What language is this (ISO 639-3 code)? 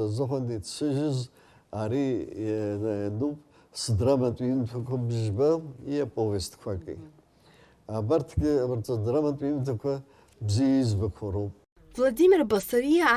abk